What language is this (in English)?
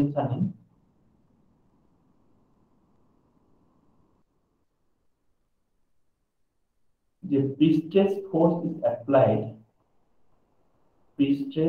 Bangla